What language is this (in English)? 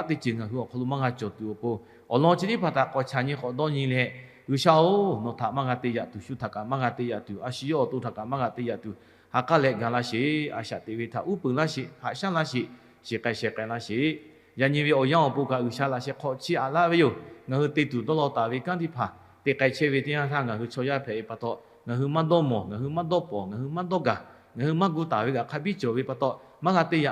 Lahu